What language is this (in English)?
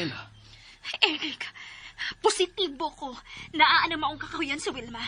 Cebuano